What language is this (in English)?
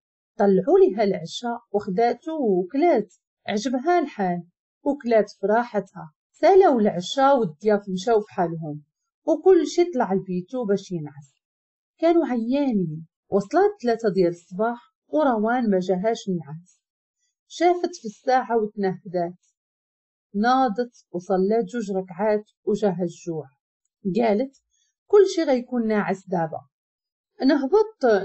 Moroccan Arabic